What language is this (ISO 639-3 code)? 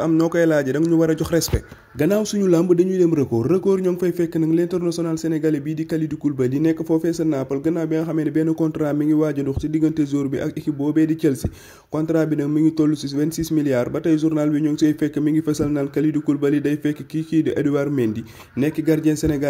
wol